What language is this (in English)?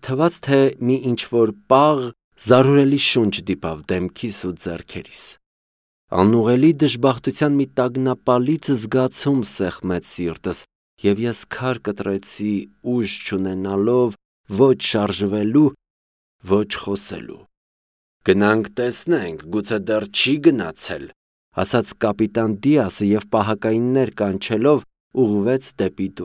Armenian